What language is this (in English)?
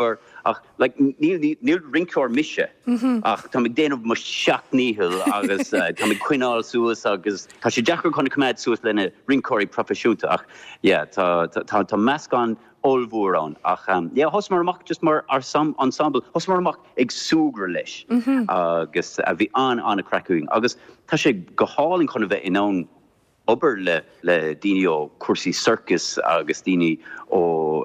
Irish